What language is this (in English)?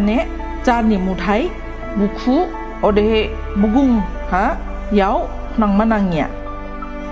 Dimasa